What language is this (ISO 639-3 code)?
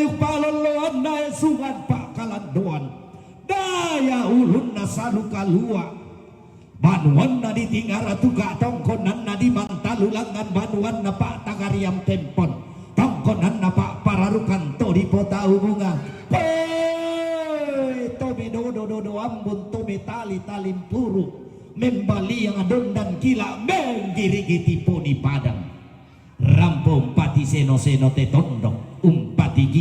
sda